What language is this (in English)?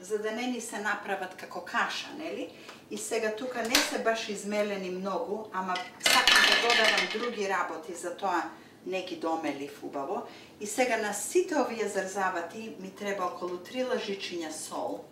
Macedonian